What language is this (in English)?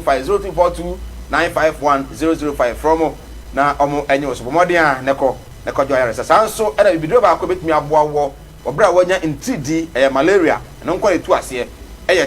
Akan